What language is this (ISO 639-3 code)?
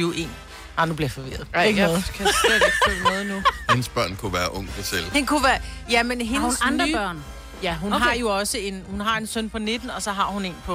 dan